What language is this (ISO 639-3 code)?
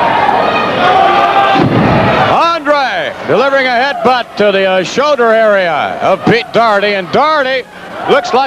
eng